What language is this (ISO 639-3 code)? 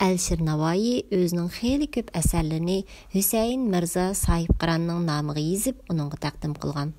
uig